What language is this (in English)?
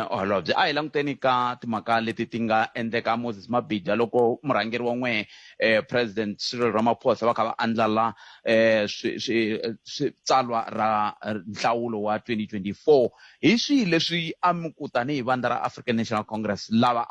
Tsonga